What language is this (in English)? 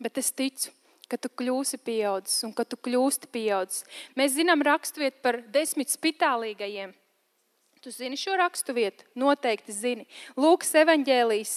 Latvian